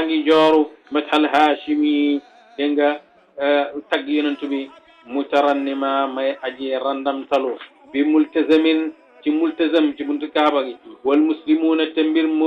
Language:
Wolof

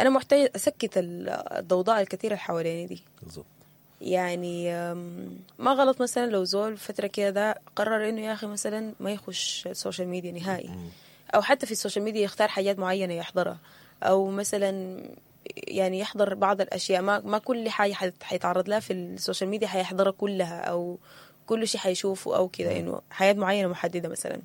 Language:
Sudanese Arabic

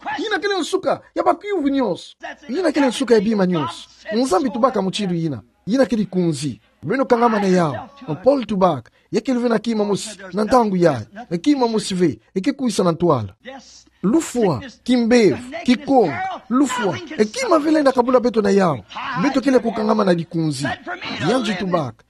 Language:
Kituba (Democratic Republic of Congo)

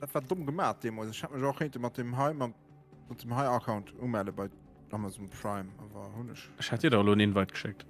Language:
Luxembourgish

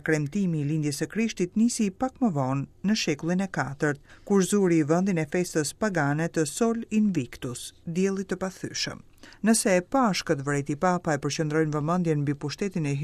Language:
Albanian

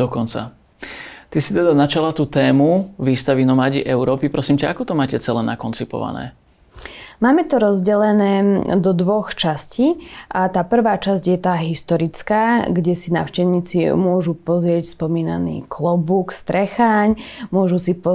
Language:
Slovak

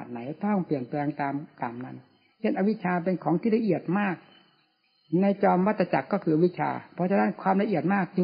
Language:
Thai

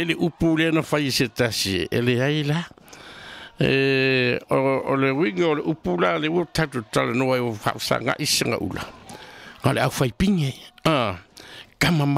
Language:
Samoan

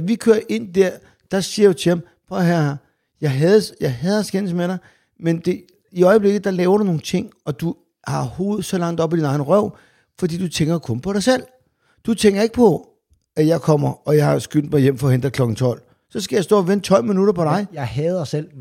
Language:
Danish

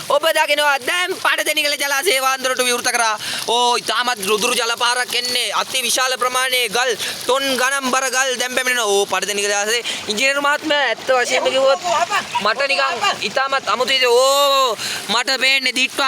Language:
Sinhala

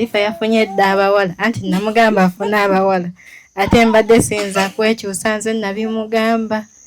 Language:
Ganda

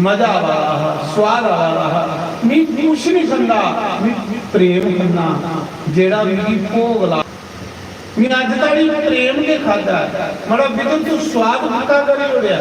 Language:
Dogri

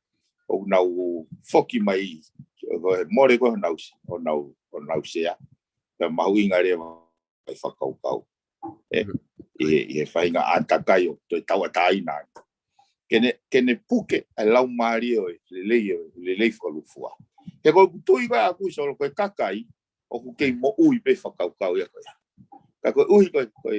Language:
Tongan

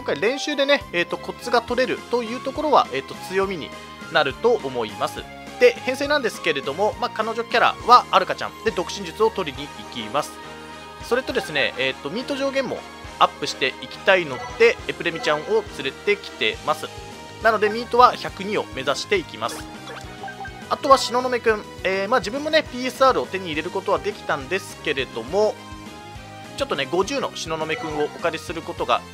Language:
Japanese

